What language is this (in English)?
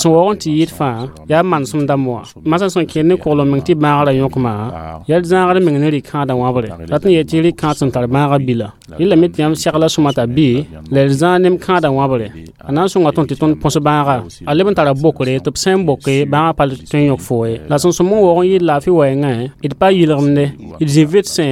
Mossi